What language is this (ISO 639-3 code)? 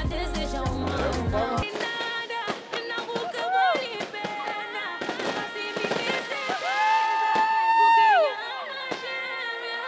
kea